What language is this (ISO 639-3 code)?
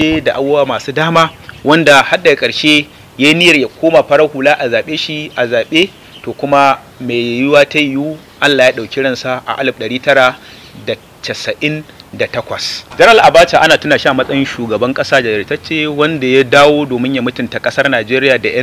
hau